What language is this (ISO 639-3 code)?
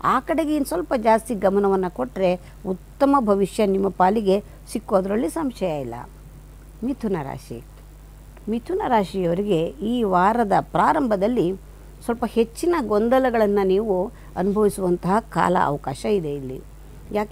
kan